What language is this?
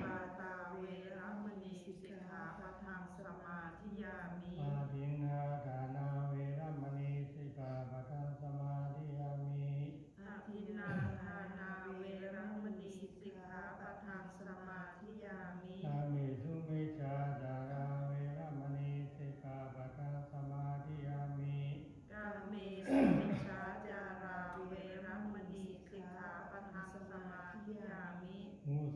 Pali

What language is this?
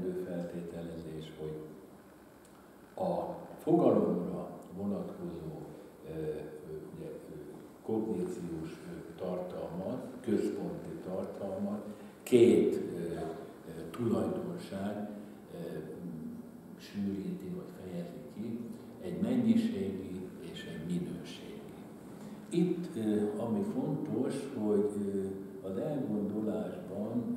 Hungarian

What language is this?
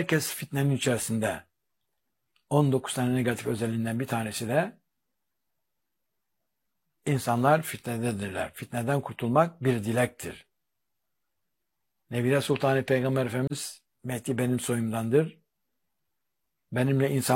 Turkish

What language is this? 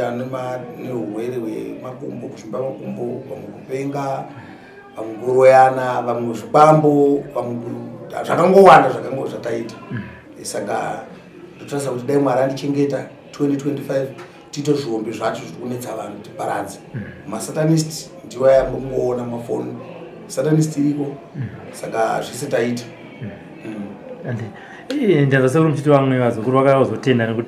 Shona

